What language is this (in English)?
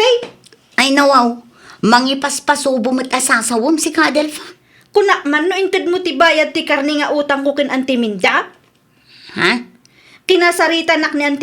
Iloko